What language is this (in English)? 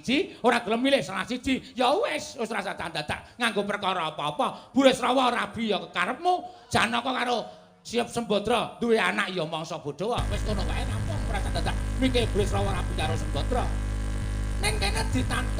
Javanese